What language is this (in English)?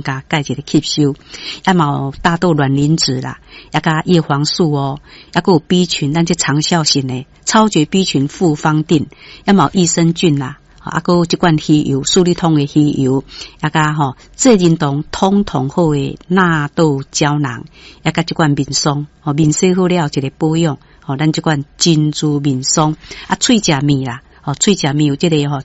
Min Nan Chinese